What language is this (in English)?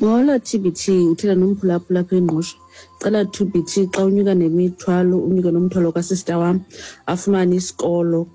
Xhosa